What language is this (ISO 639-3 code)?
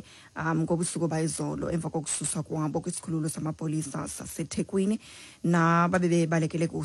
xho